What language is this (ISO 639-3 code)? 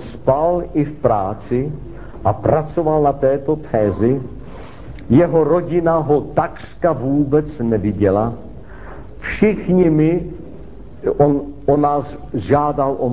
ces